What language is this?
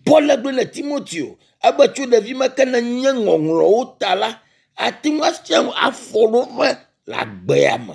Ewe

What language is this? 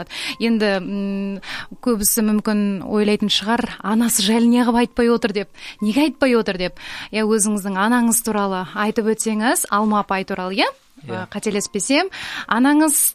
Kazakh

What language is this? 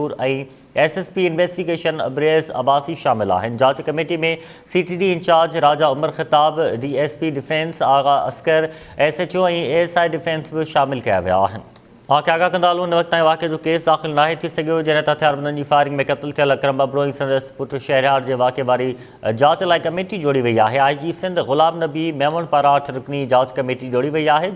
Sindhi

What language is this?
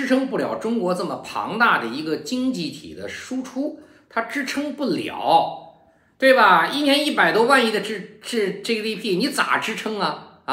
Chinese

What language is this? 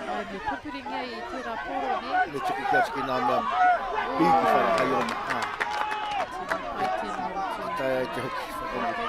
Māori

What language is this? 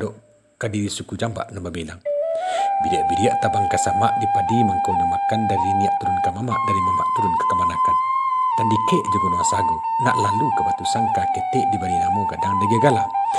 Minangkabau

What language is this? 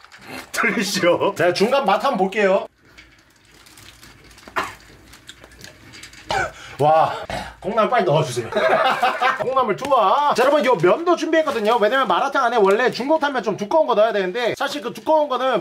Korean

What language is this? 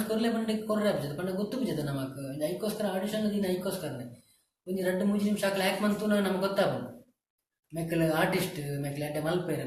Tulu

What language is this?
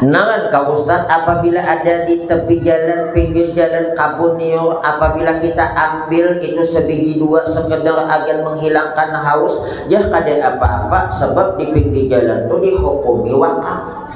Banjar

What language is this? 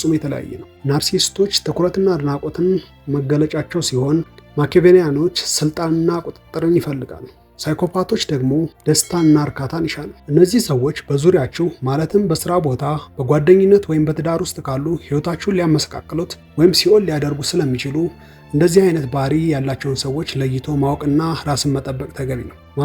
Amharic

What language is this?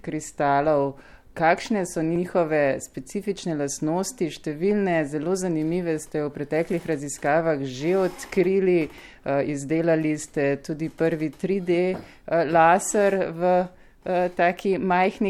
Slovenian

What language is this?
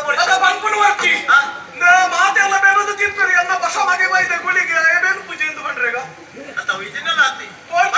Tulu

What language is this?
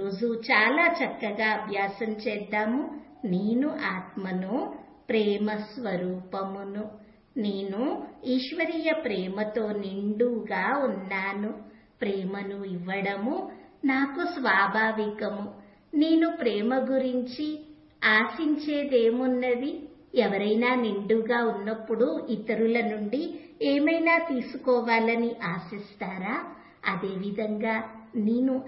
Telugu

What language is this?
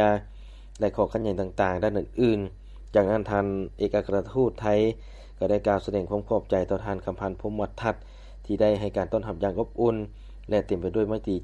Lao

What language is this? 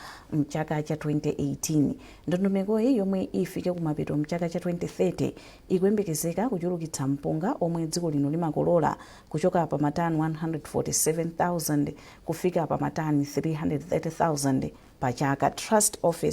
Nyanja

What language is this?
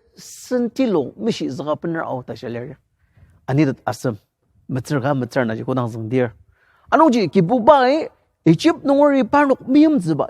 Ao Naga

